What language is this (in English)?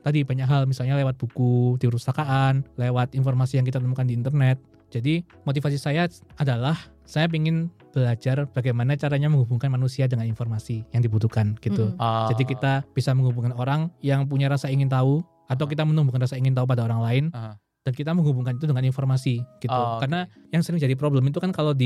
Indonesian